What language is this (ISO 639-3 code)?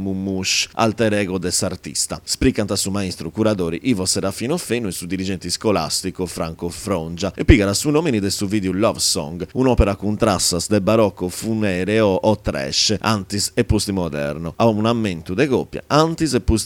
srd